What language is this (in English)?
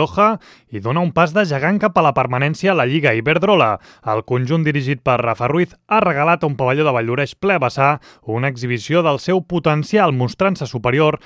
Catalan